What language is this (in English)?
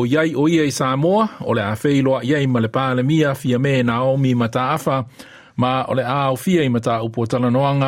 Samoan